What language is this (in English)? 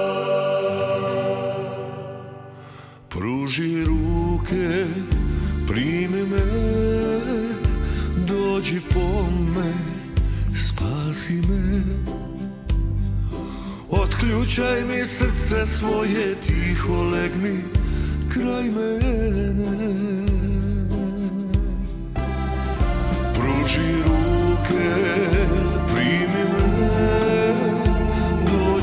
Croatian